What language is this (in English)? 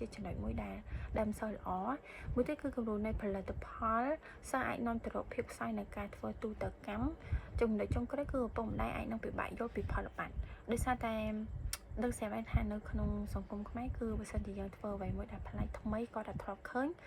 Khmer